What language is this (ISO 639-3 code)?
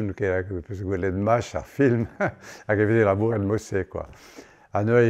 bre